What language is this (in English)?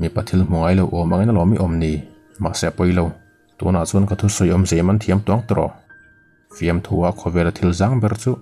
Mizo